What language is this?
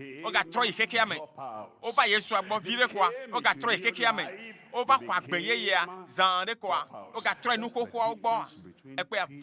Ewe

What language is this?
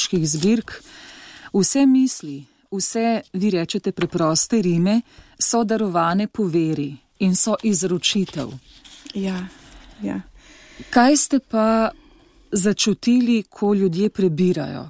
Slovenian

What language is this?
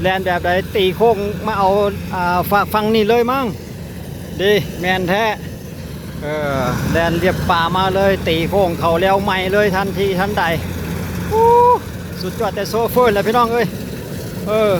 Lao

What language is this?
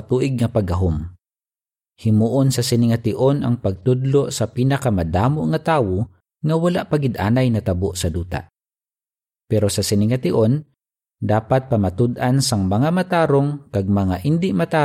Hiligaynon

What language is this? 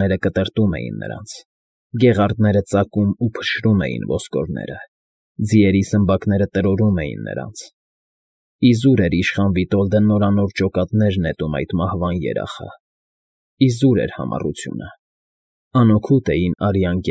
Armenian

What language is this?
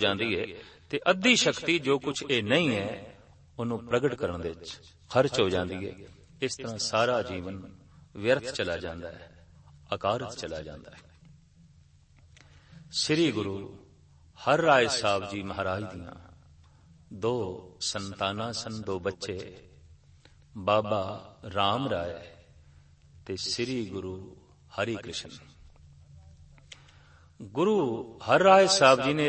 Punjabi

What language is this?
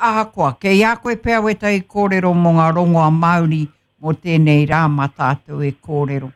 Māori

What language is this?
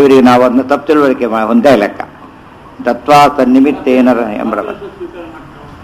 Kannada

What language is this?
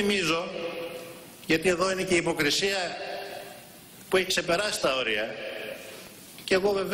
Greek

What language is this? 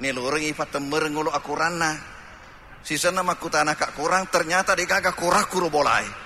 Buginese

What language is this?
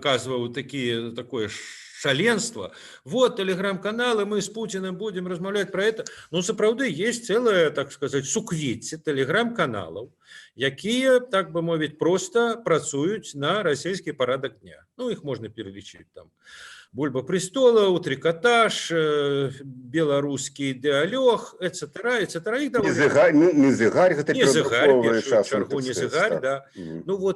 Belarusian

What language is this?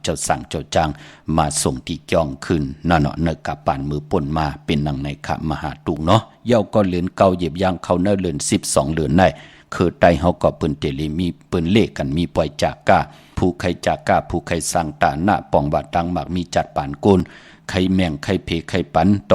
Shan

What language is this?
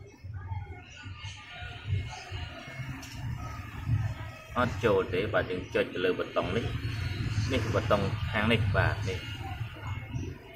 Vietnamese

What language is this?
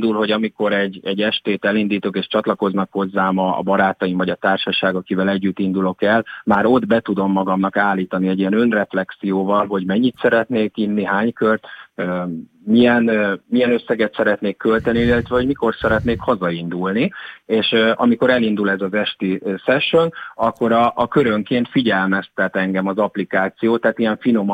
Hungarian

